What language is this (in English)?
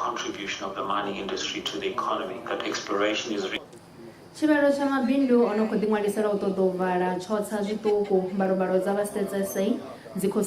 Venda